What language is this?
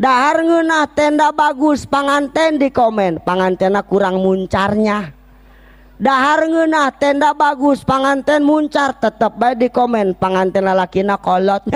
Sundanese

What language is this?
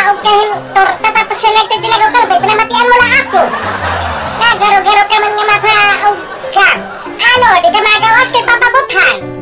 Waray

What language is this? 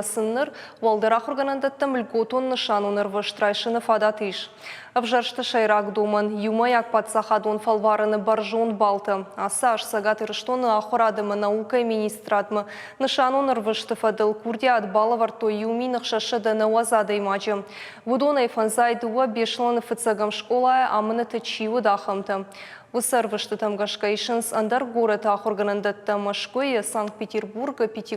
Ossetic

